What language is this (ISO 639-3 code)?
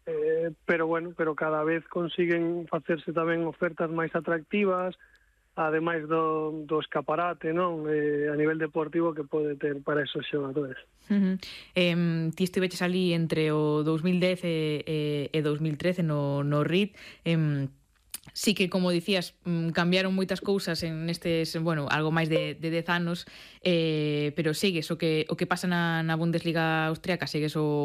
glg